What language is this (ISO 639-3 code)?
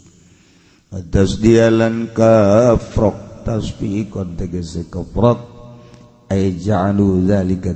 sun